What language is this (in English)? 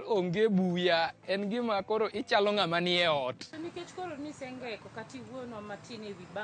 Luo (Kenya and Tanzania)